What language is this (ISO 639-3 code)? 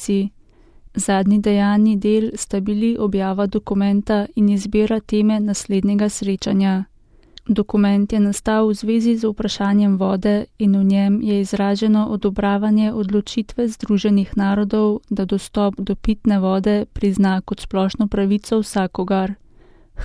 slv